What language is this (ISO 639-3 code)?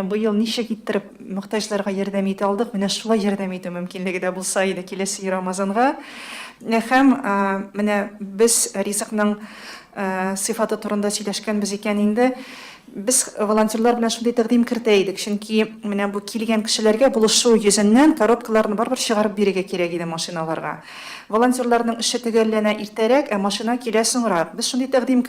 tat